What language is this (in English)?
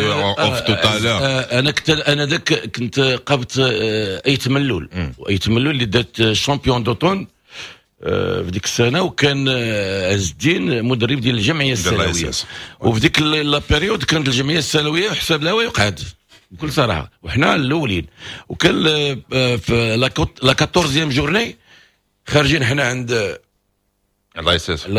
Moroccan Arabic